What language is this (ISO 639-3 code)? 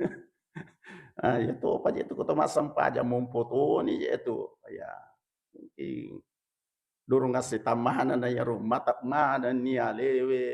bug